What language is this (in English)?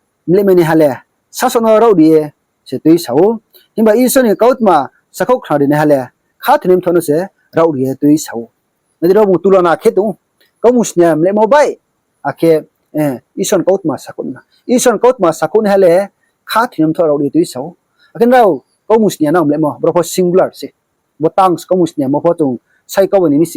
Riang (India)